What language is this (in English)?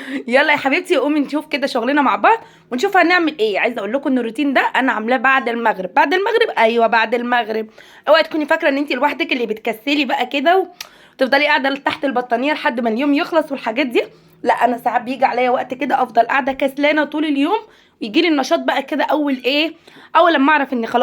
Egyptian Arabic